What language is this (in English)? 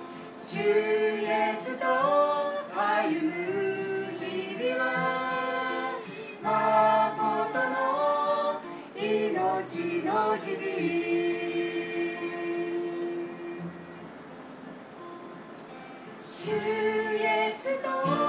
Japanese